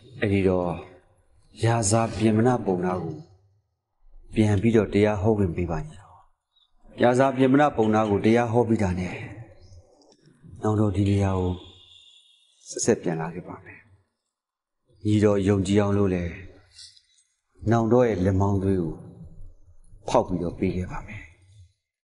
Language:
Burmese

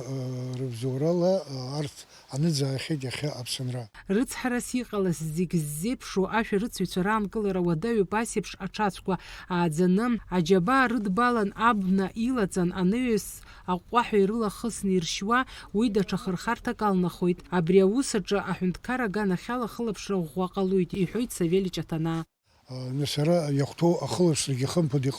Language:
Abkhazian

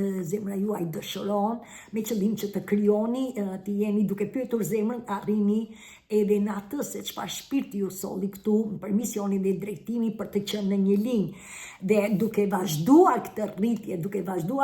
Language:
Albanian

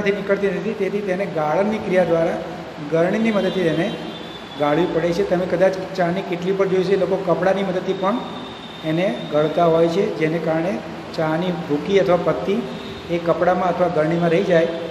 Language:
Gujarati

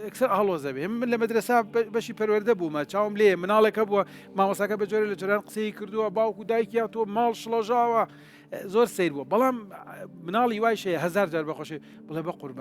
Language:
Central Kurdish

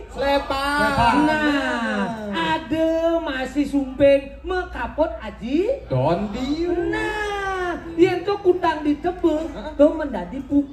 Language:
Balinese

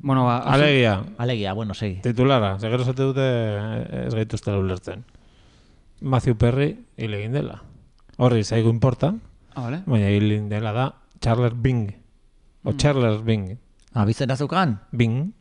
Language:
Basque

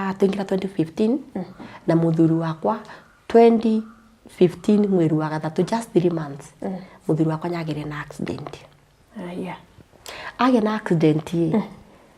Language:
Kikuyu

